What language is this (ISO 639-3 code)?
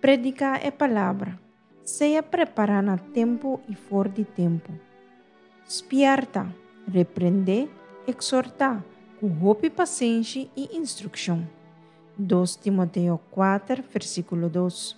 pap